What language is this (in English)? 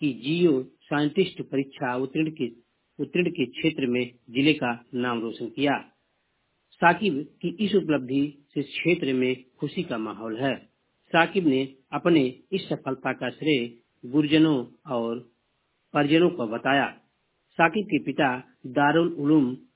Hindi